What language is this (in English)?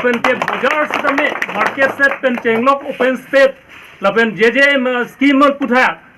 Karbi